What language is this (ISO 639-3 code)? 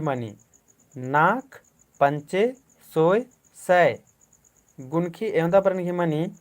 kru